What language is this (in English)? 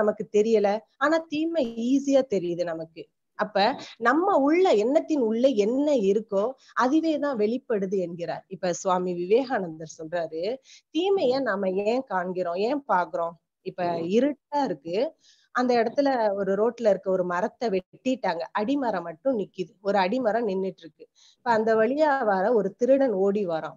Tamil